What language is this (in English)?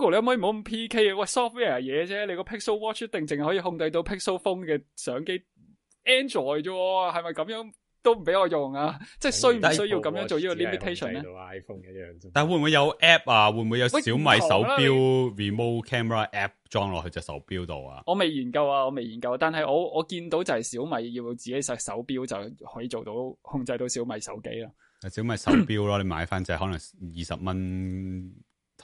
Cantonese